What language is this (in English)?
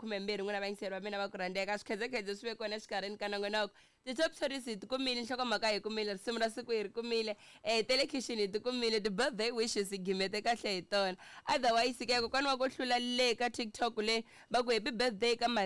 Tsonga